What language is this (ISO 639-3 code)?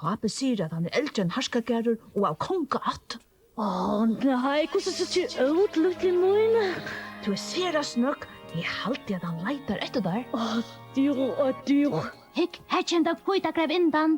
fao